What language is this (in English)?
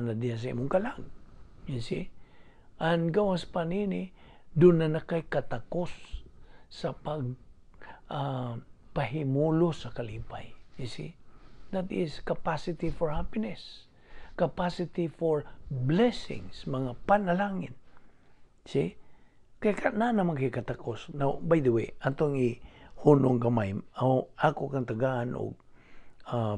Cebuano